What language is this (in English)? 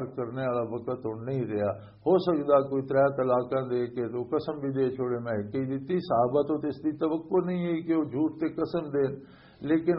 Western Panjabi